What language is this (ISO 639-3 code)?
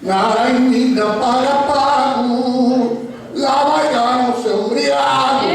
srd